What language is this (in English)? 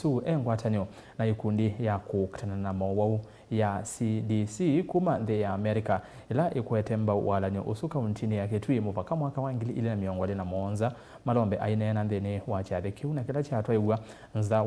Kamba